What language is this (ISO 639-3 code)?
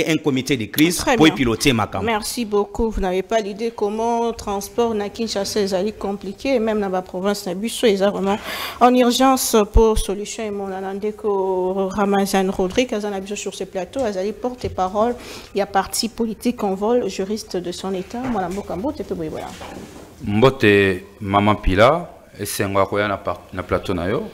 fra